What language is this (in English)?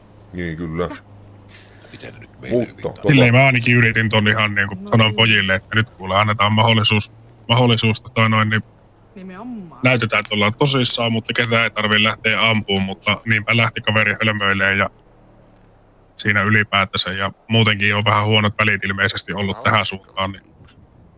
Finnish